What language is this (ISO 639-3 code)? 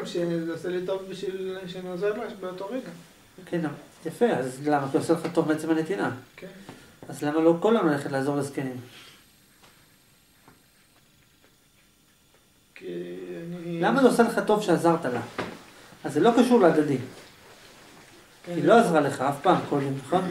heb